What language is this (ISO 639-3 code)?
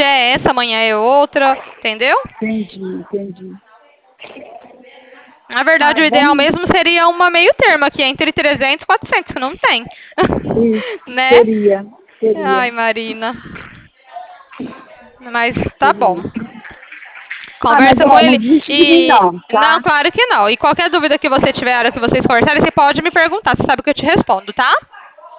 por